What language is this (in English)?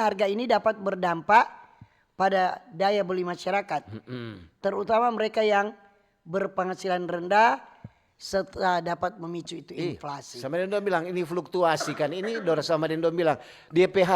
Manado Malay